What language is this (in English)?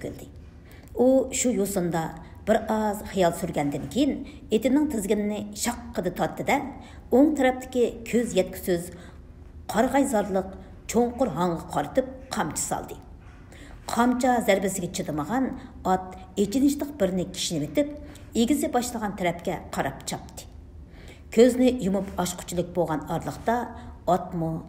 Uyghur